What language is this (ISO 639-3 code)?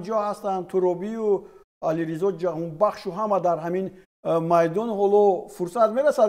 tgk